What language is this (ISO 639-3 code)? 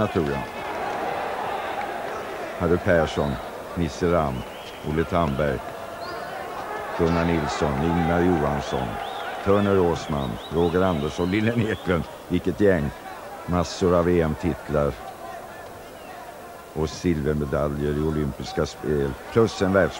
swe